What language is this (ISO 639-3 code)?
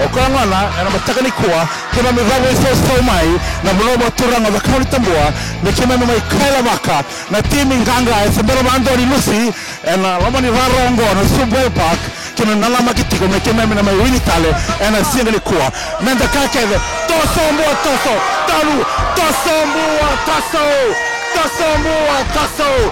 fij